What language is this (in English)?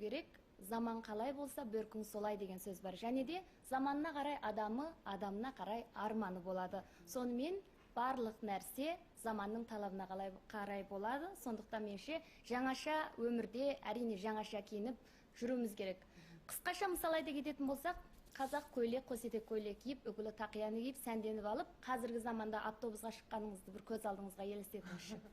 Kazakh